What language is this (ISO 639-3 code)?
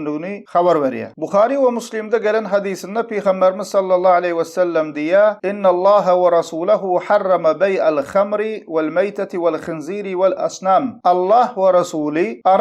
tuk